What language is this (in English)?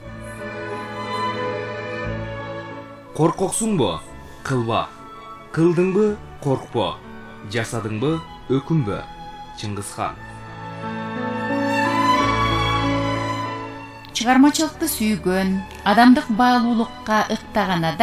Kyrgyz